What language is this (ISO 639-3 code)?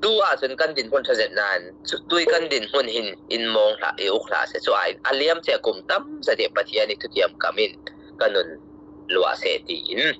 cfm